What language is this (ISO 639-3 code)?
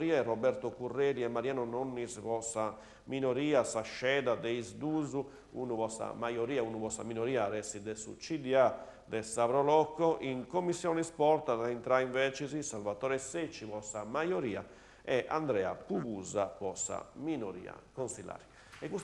srd